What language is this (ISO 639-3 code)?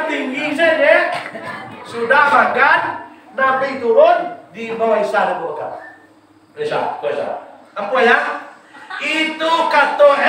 min